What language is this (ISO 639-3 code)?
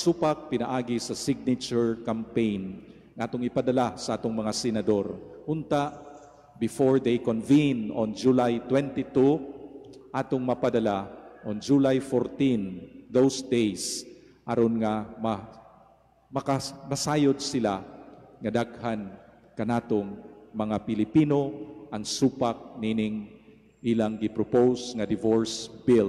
ceb